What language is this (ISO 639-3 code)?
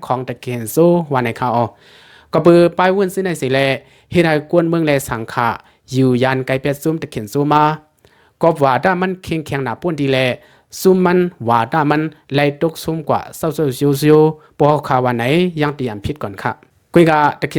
lao